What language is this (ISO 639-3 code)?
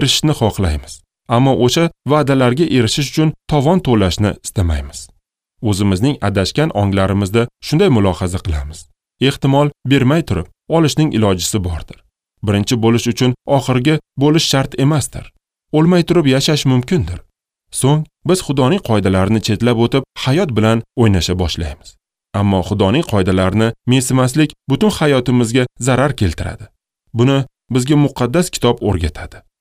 uzb